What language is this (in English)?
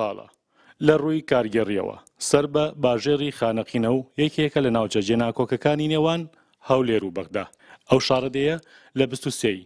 Central Kurdish